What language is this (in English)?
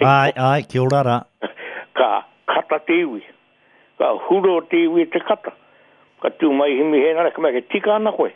Māori